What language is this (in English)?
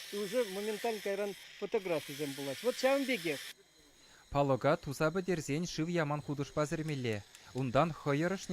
Chuvash